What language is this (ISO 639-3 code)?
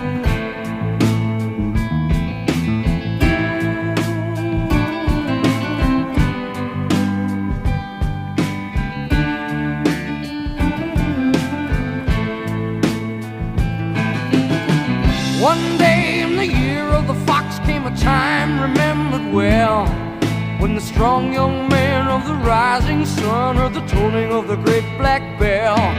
eng